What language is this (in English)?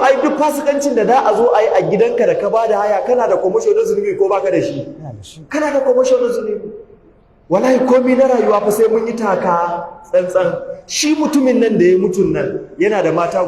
Hausa